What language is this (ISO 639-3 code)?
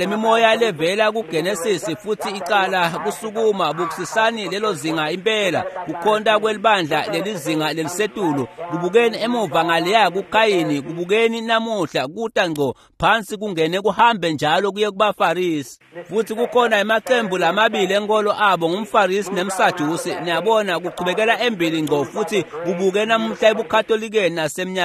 ssw